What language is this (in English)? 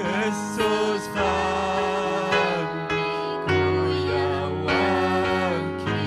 Ayacucho Quechua